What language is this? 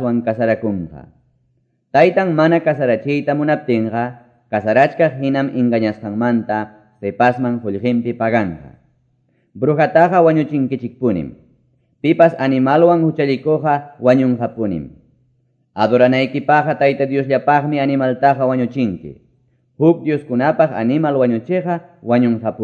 Quechua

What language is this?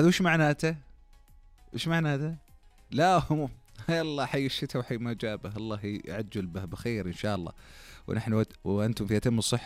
Najdi Arabic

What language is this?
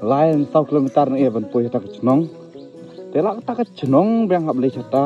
Khasi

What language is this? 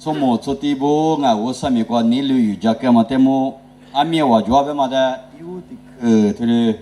Lisu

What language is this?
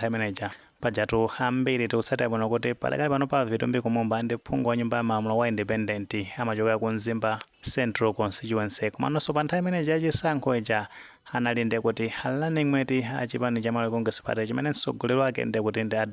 Nyanja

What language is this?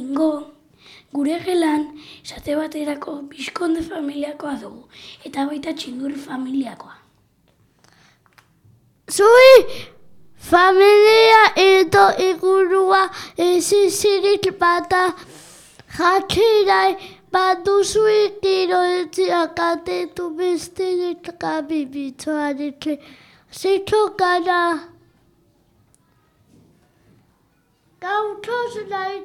Basque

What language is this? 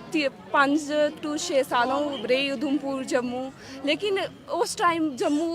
Dogri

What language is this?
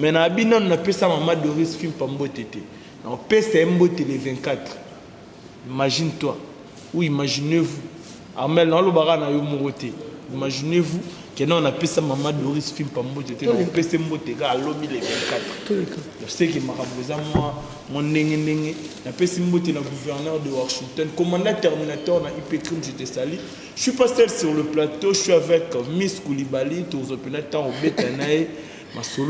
Lingala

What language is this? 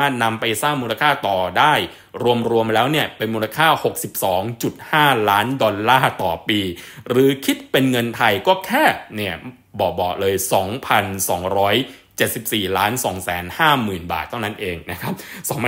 Thai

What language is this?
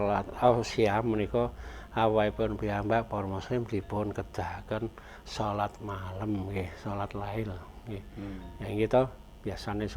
Javanese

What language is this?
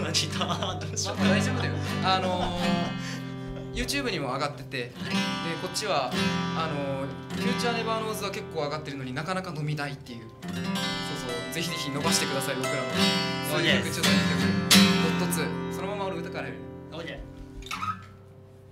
Japanese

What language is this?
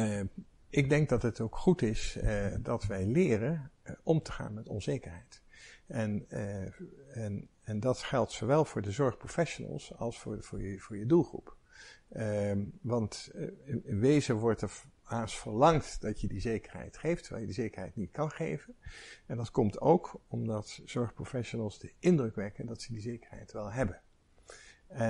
Dutch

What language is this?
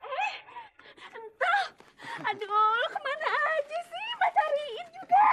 Betawi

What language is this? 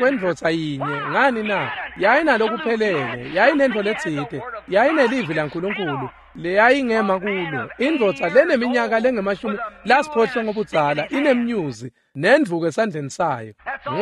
Swati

